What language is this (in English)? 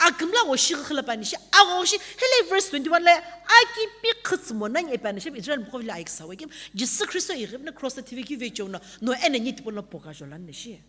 Sumi Naga